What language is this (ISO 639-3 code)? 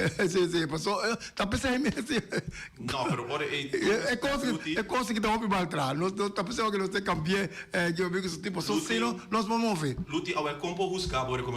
pap